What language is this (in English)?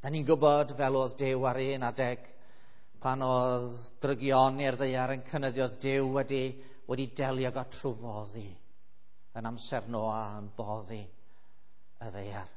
Welsh